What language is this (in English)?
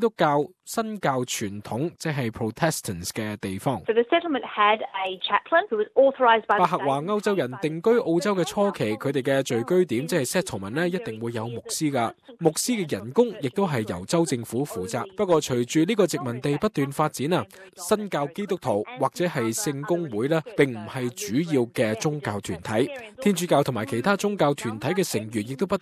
Cantonese